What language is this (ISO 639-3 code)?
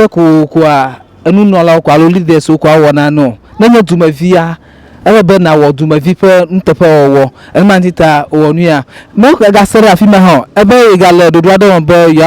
ewe